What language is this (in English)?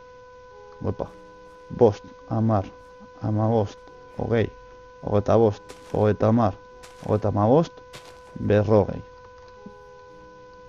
Basque